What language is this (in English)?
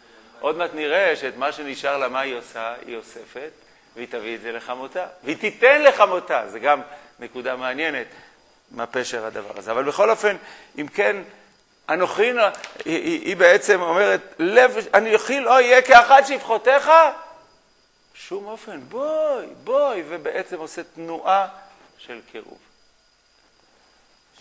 Hebrew